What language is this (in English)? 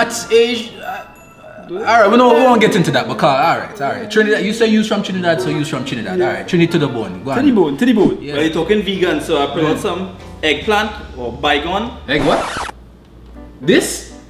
Jamaican Creole English